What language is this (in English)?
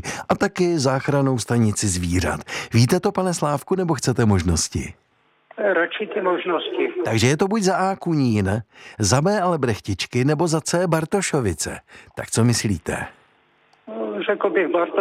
Czech